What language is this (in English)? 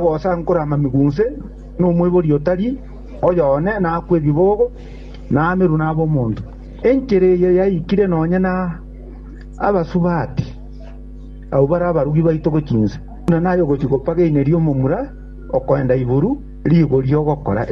Gusii